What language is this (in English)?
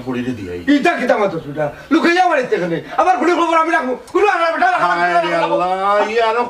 Sylheti